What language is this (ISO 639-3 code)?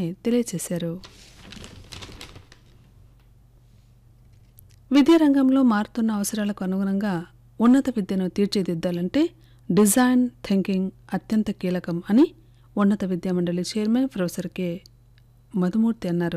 tel